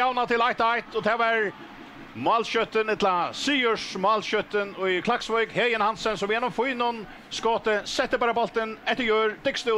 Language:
Faroese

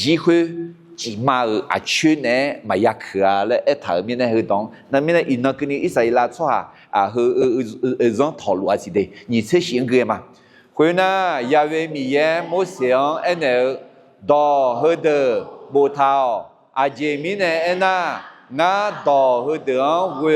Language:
Akha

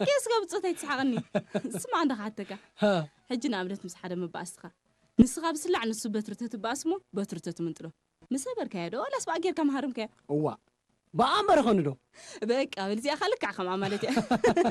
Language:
Tigrinya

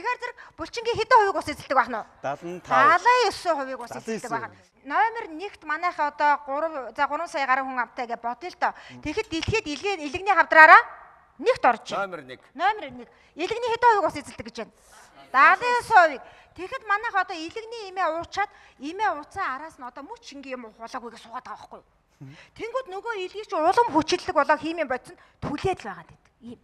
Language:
Mongolian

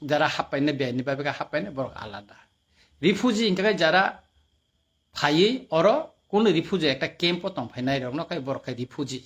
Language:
Kok Borok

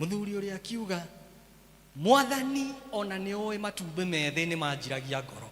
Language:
Kikuyu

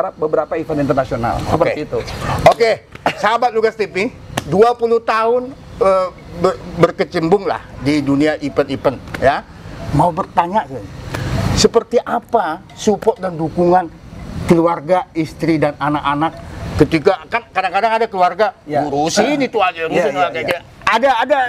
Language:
Indonesian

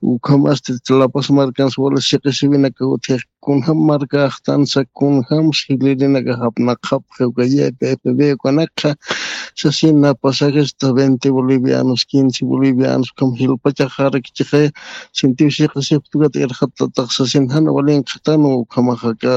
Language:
Aymara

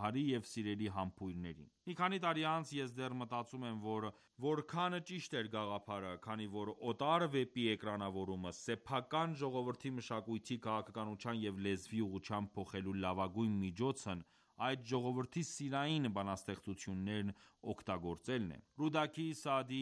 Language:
Armenian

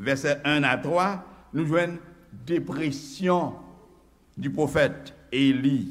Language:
Haitian Creole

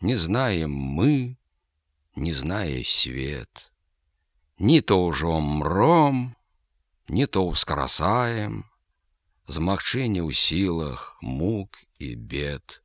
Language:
Belarusian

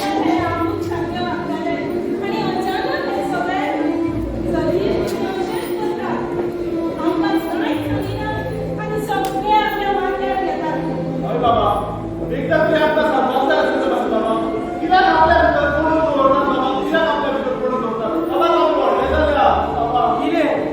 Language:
Konkani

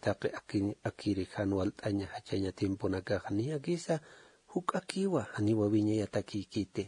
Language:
Aymara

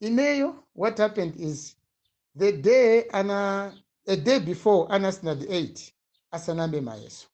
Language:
Nyanja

